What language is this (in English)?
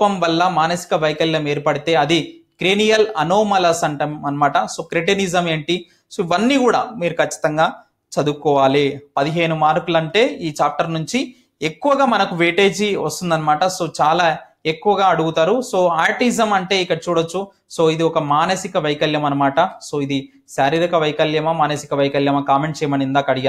Telugu